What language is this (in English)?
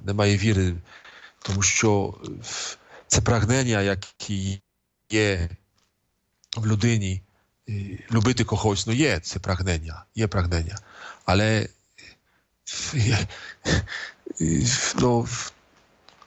Ukrainian